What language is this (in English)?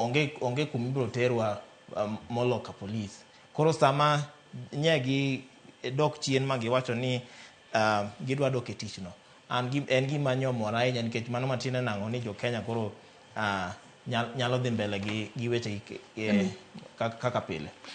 Luo (Kenya and Tanzania)